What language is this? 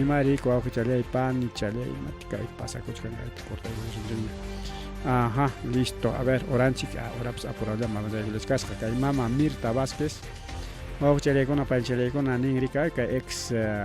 Ayacucho Quechua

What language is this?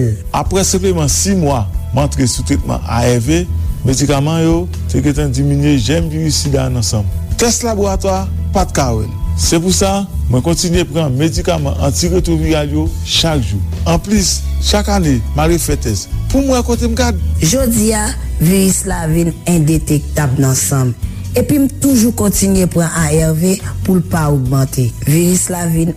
Haitian Creole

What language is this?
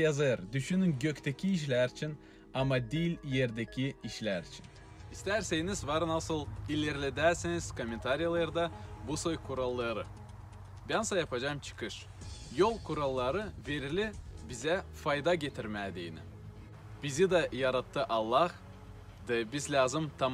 Gagauz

